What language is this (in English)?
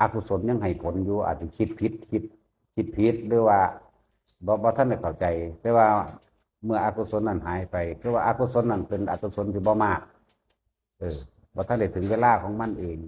Northeastern Thai